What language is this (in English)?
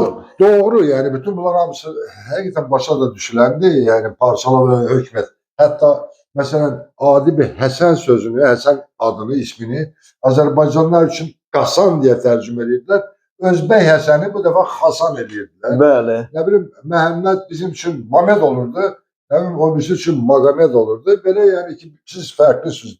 Azerbaijani